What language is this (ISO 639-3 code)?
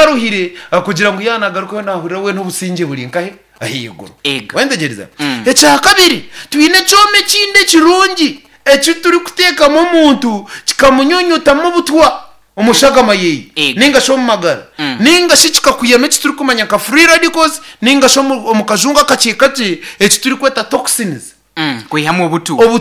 nyn